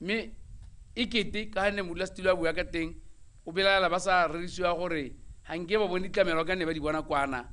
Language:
Tswana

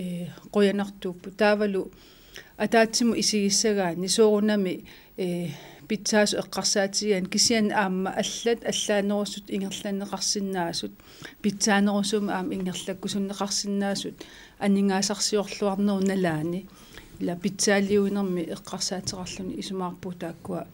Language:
Kalaallisut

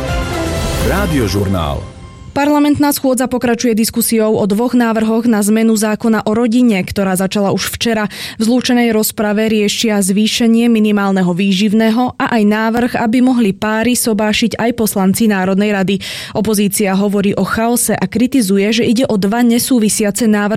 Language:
Slovak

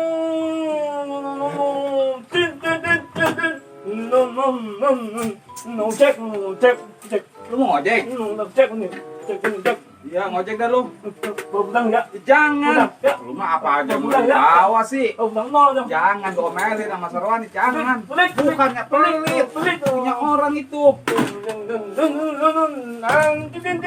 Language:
Betawi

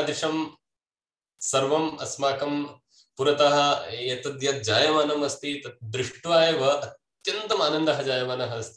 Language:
Sanskrit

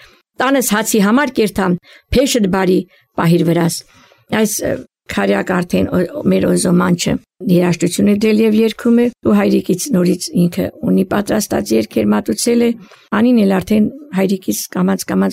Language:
Armenian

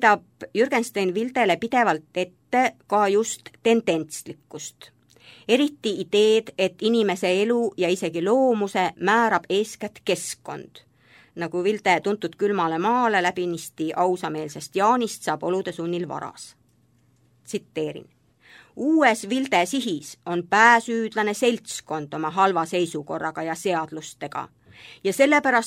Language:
Estonian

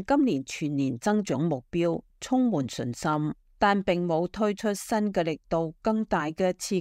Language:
Cantonese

